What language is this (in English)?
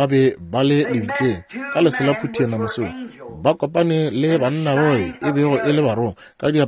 Northern Sotho